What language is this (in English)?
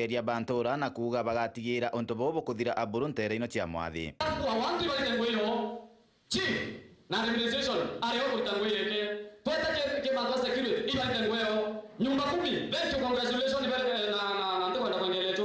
Meru